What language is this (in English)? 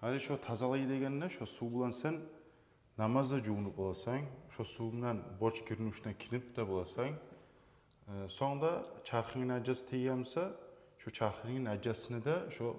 Kumyk